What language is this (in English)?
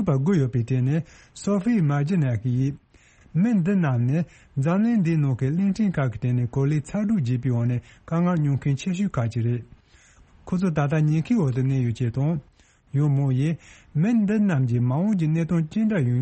Tibetan